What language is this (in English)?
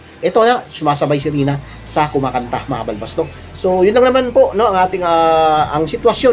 Filipino